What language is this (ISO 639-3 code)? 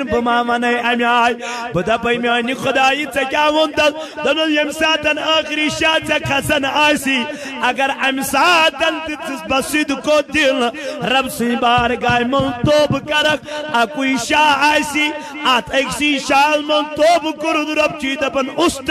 kas